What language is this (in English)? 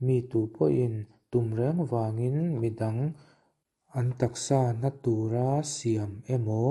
Mizo